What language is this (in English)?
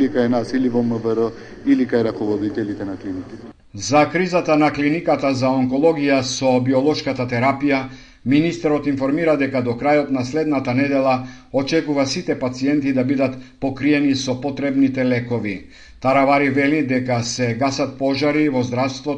Macedonian